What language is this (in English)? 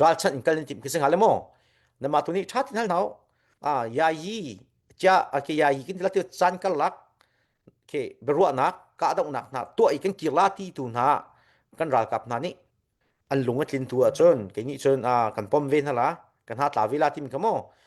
Hakha Chin